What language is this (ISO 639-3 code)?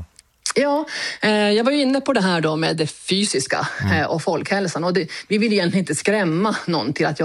swe